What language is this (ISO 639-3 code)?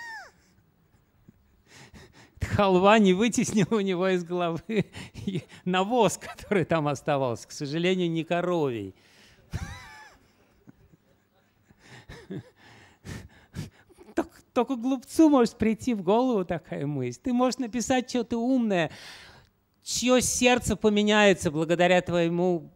rus